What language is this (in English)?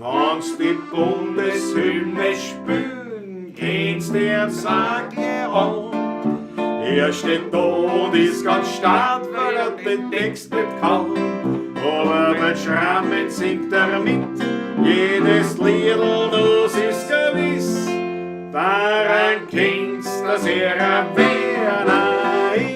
Bavarian